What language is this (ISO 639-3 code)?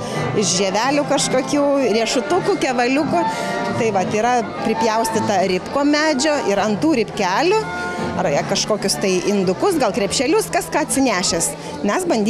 lit